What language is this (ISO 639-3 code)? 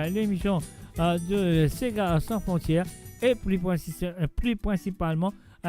mfe